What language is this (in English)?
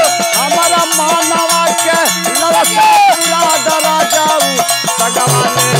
Bhojpuri